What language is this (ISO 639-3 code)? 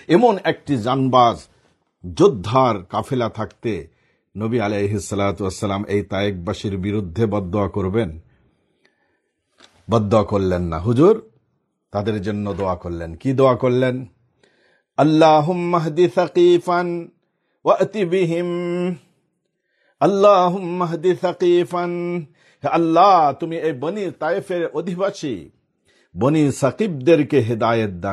ben